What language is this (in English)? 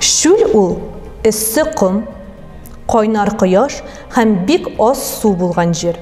Tatar